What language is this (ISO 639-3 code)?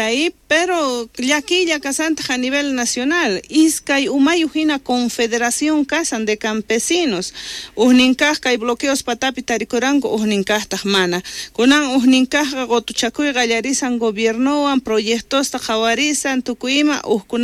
quh